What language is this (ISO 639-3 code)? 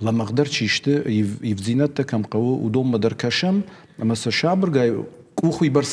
oss